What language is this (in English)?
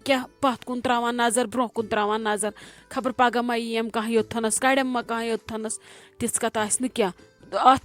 Kashmiri